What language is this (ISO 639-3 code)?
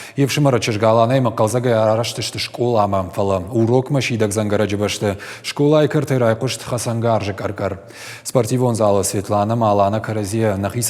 oss